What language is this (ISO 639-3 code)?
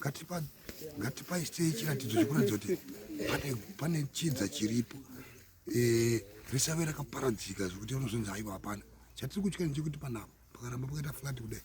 sna